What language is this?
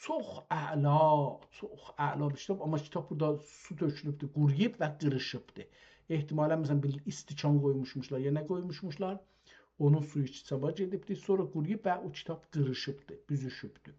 South Azerbaijani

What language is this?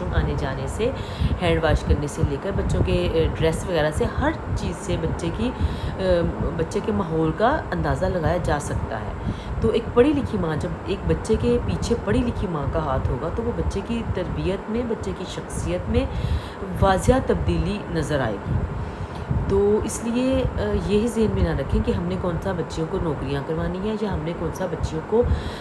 Urdu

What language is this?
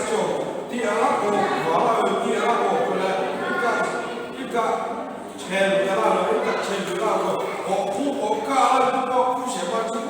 Lahu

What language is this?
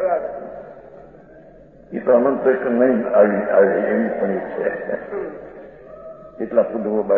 Gujarati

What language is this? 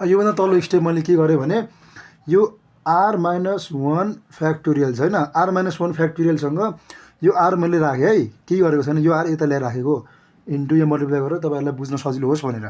Nepali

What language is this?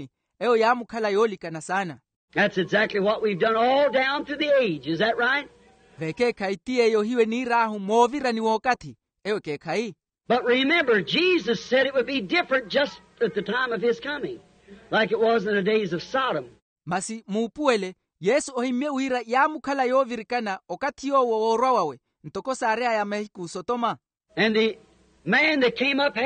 Makhuwa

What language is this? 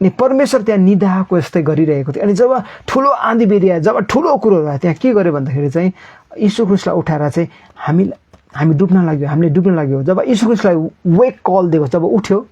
Nepali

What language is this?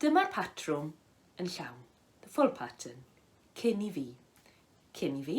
Welsh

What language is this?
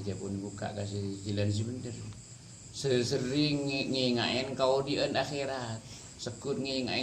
Madurese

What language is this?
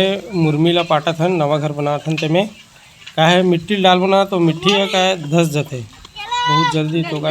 Chhattisgarhi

